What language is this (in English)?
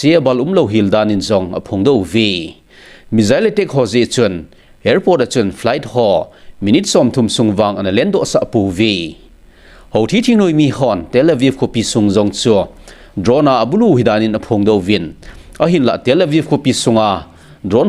Thado Chin